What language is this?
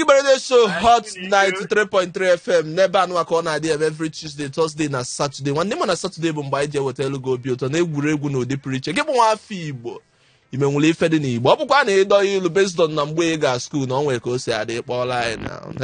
Igbo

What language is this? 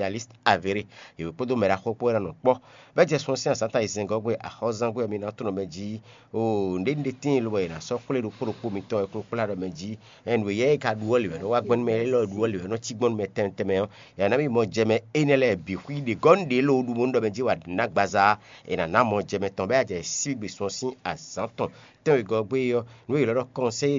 Fon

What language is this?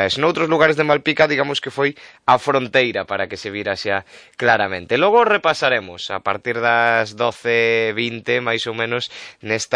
Galician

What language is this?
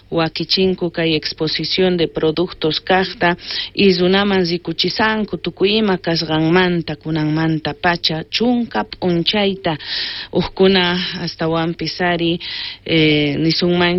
South Bolivian Quechua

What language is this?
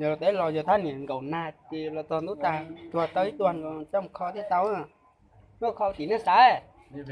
Hmong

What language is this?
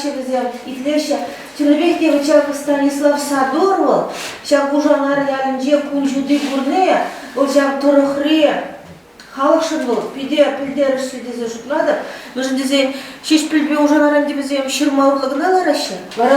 Chuvash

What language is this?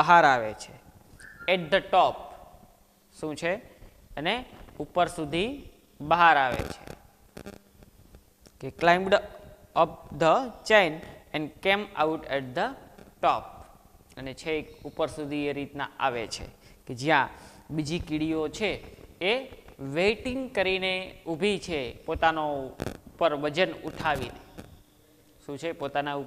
Gujarati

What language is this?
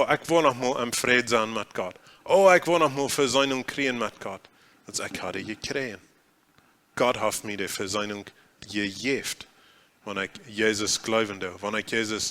Plautdietsch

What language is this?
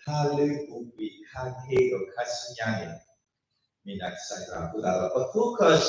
S'gaw Karen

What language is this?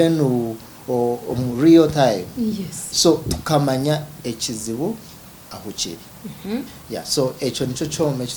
Nyankole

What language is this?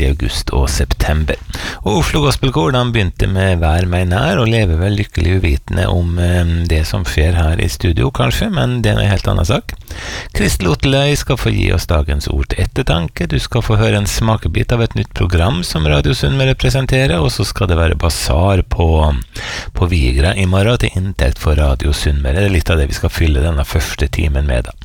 Norwegian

